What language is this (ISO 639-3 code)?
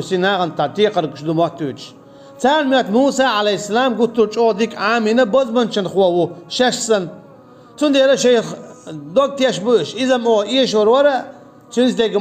che